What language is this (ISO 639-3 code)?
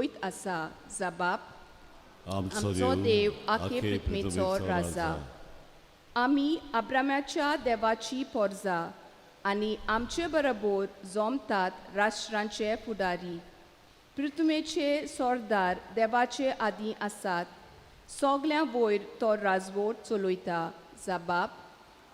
kok